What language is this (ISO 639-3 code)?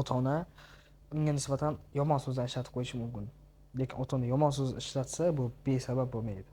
uzb